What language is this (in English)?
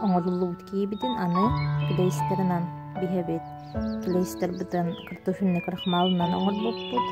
Yakut